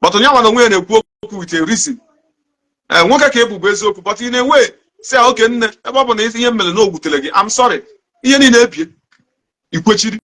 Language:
Igbo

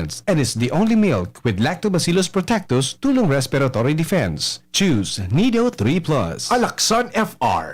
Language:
Bikol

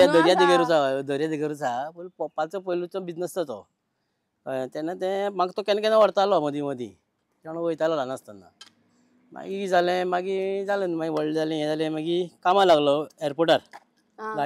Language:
Konkani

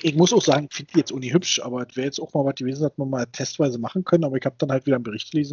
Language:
German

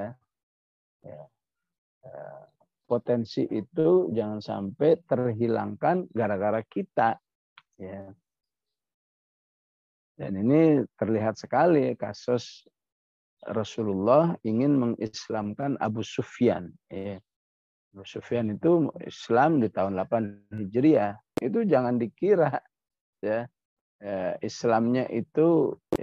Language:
Indonesian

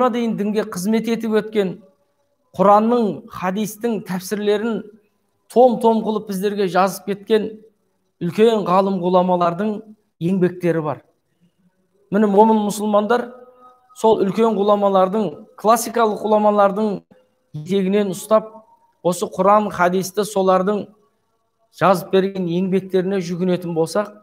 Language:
Kazakh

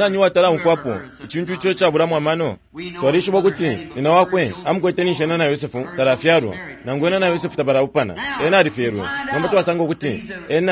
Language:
Bemba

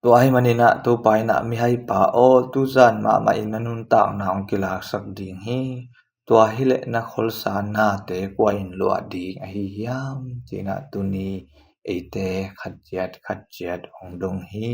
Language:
Tedim Chin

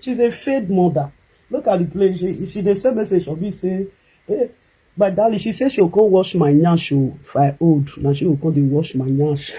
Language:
Nigerian Pidgin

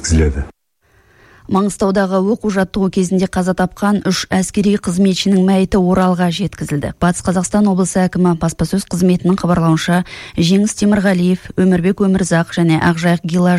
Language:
Kazakh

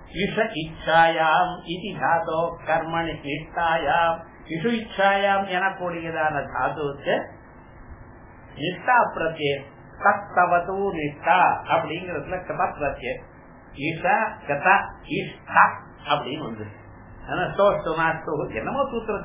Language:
Tamil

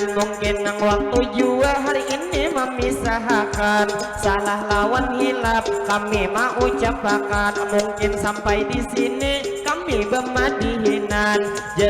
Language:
Banjar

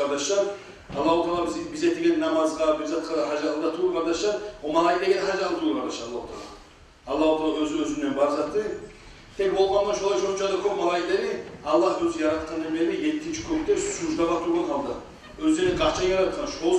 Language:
Kumyk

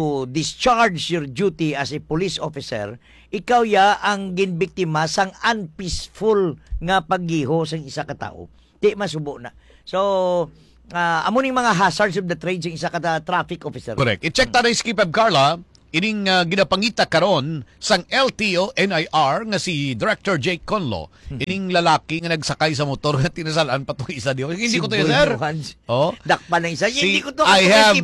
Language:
Hiligaynon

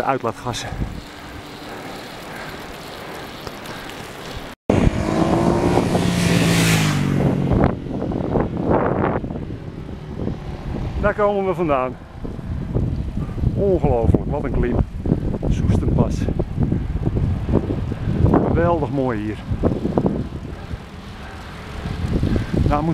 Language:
Dutch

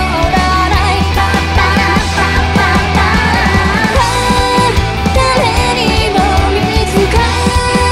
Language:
Japanese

